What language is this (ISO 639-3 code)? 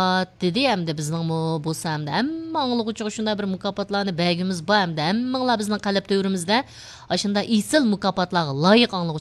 uig